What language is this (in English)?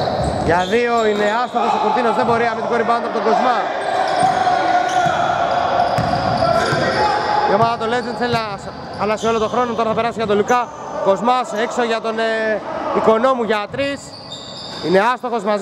Greek